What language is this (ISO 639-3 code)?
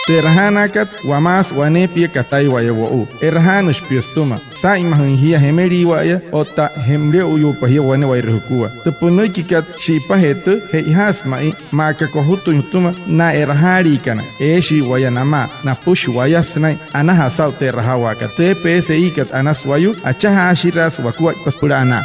guc